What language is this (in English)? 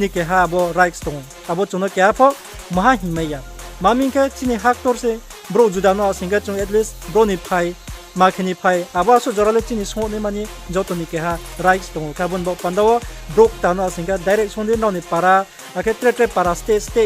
Riang (India)